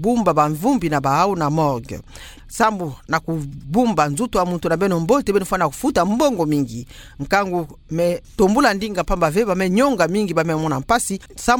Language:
Kituba (Democratic Republic of Congo)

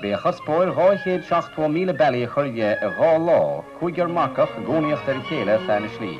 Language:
Irish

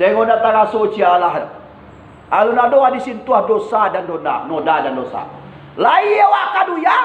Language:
Minangkabau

